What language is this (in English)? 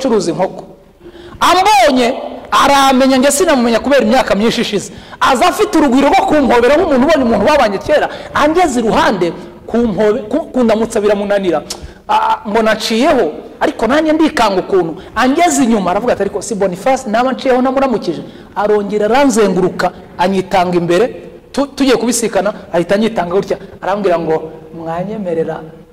Kinyarwanda